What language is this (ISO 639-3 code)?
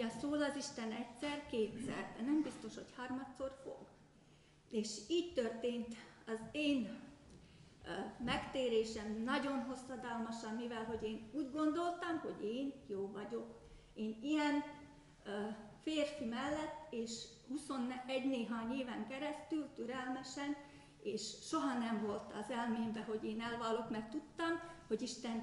hun